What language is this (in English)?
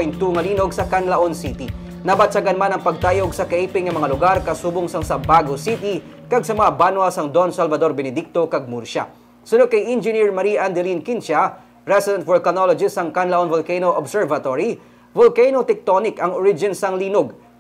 Hiligaynon